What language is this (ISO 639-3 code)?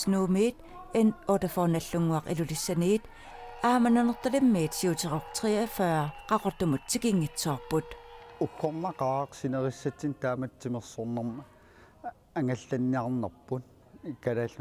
kal